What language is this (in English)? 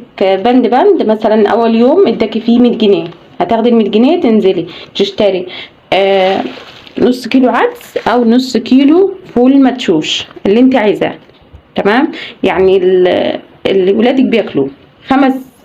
Egyptian Arabic